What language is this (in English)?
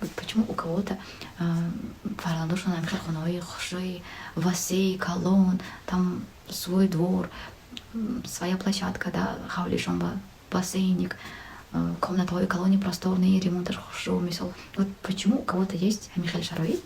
Tajik